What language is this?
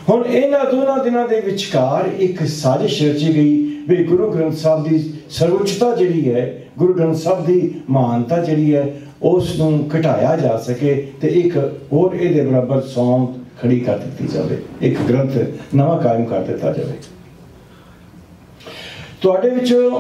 Punjabi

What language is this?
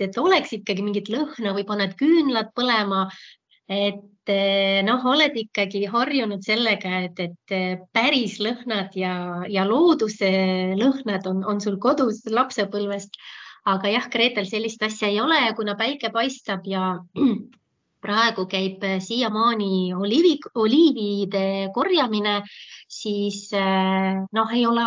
Estonian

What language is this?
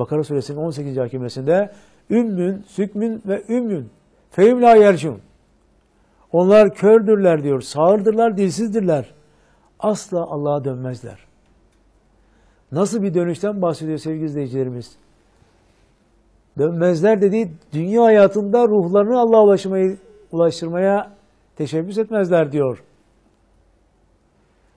Turkish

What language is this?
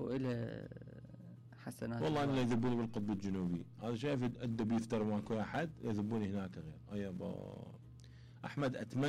Mesopotamian Arabic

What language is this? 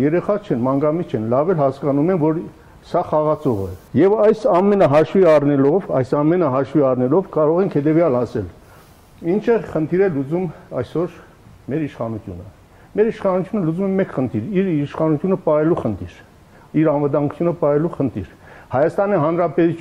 Armenian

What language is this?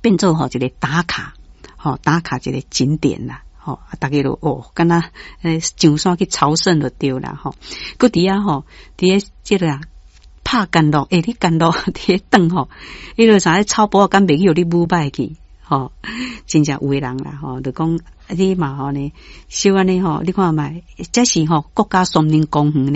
Min Nan Chinese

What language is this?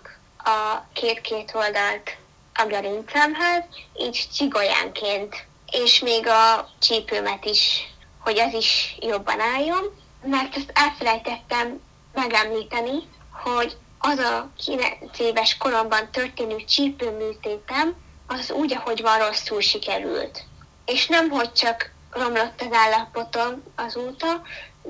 Hungarian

